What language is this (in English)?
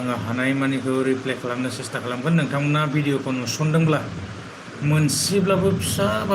Bodo